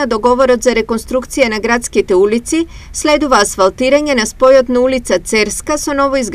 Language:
Macedonian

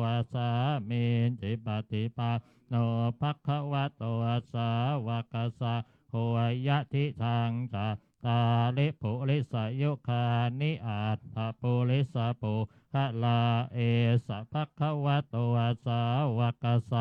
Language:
Pali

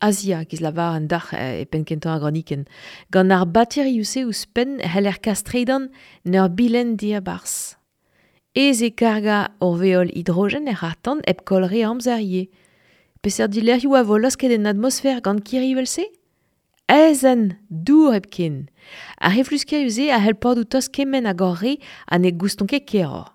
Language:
Breton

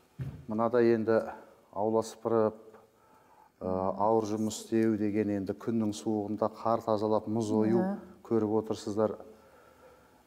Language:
Kazakh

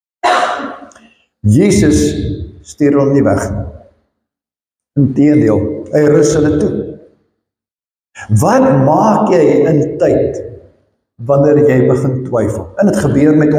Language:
Afrikaans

